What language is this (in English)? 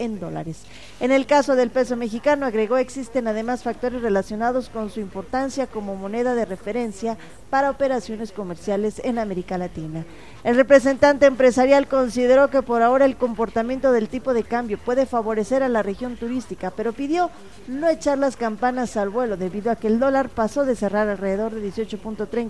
Spanish